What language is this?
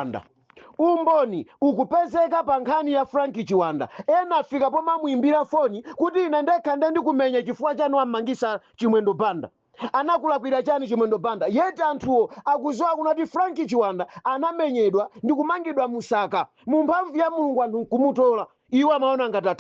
Nyanja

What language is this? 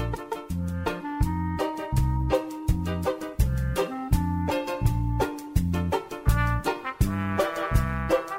Estonian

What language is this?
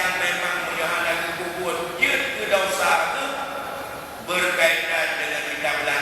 Achinese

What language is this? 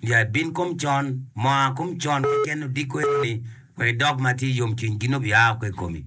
Acoli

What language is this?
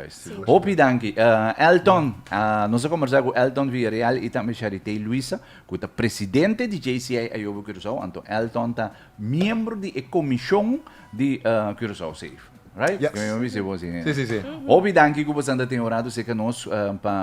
Papiamento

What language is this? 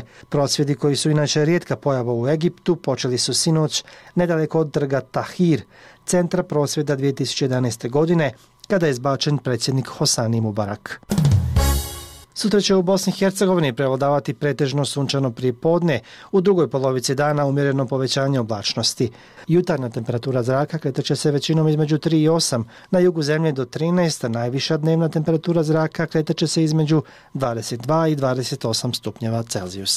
Bosnian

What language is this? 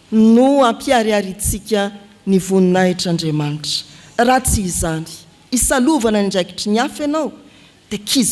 Malagasy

